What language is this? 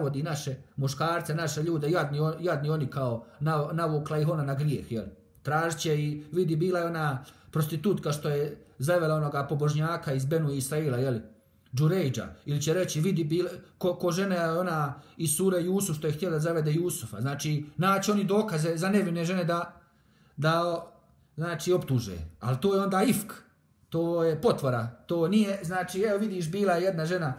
Bosnian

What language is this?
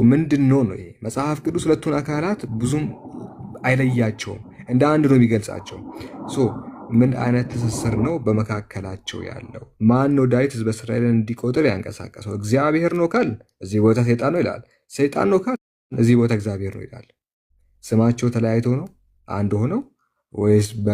Amharic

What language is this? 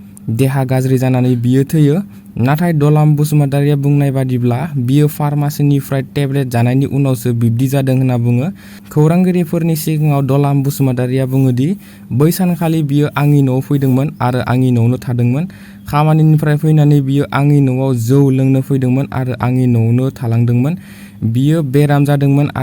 Bodo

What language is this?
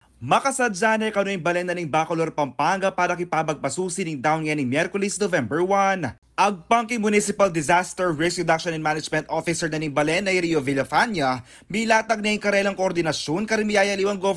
Pampanga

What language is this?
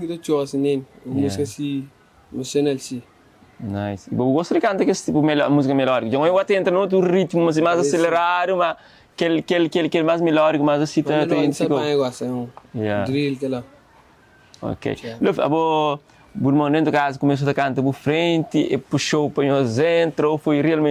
Kabuverdianu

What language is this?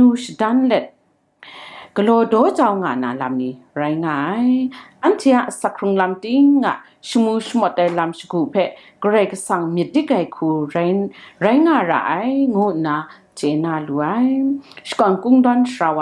Kachin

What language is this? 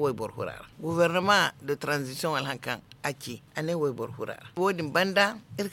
Zarma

